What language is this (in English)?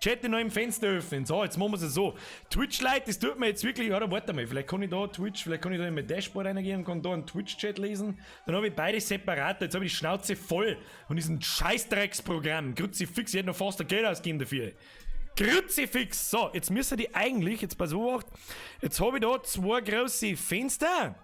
Bavarian